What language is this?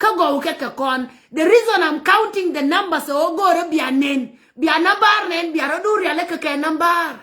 Nuer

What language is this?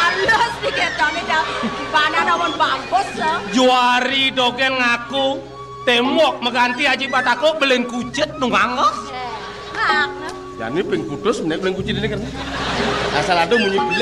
Balinese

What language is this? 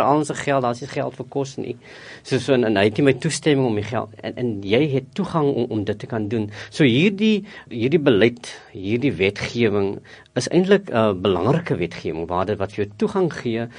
Afrikaans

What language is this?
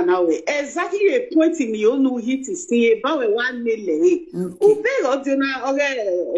Nigerian Pidgin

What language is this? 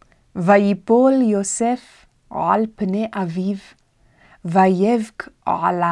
Hebrew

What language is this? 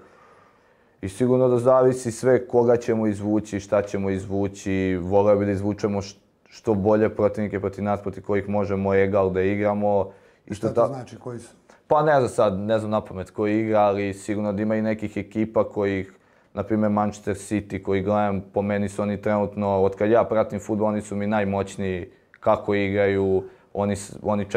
Serbian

